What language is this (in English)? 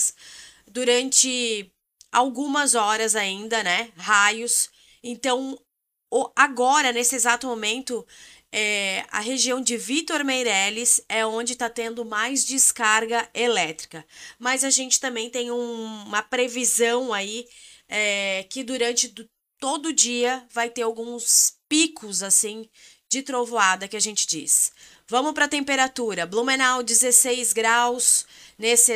Portuguese